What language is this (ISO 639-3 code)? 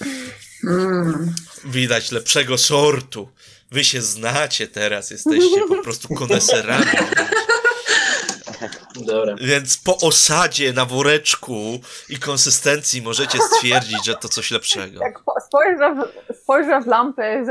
pol